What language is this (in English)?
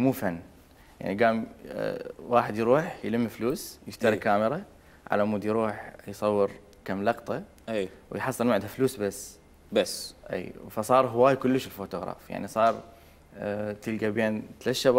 Mesopotamian Arabic